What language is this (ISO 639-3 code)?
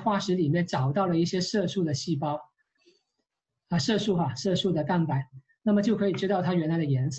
zho